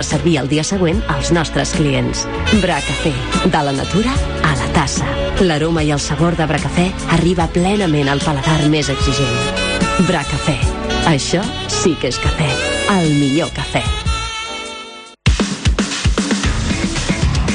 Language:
Catalan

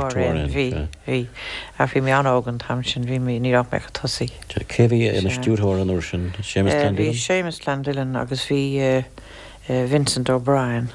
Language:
Irish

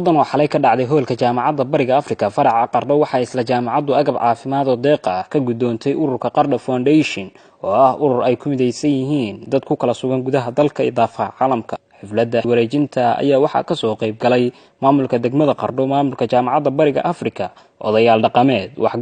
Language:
Somali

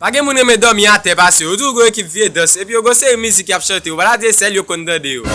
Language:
Haitian Creole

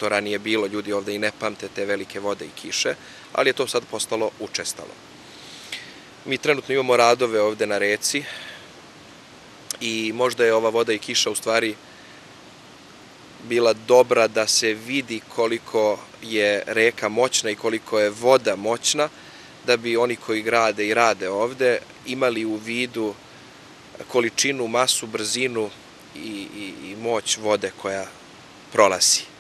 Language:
Serbian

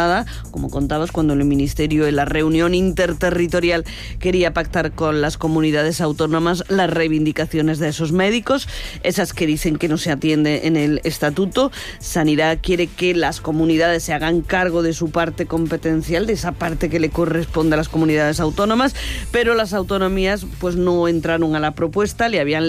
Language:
Spanish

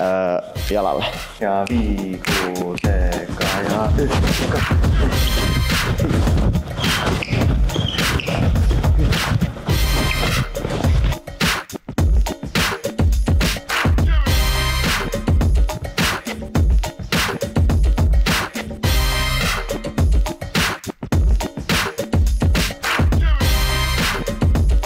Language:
Finnish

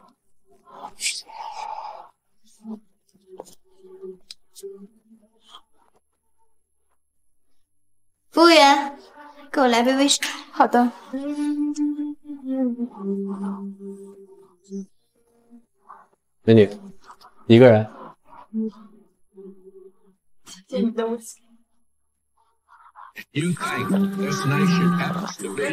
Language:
Chinese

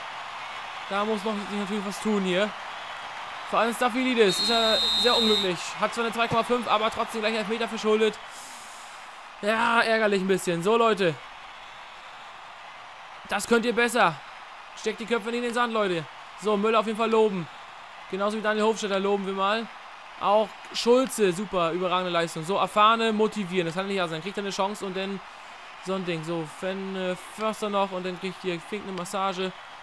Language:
German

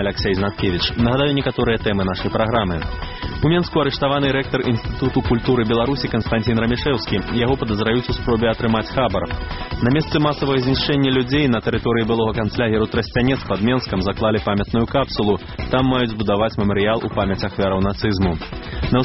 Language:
Belarusian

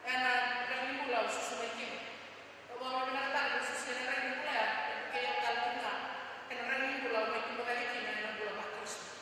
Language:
Fijian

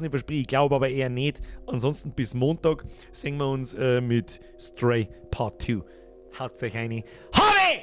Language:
Bavarian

